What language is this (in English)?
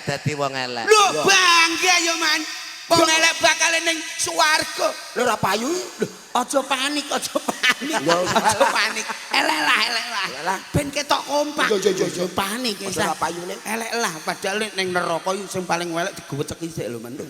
Javanese